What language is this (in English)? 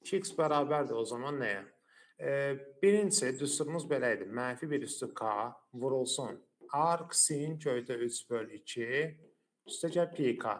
Azerbaijani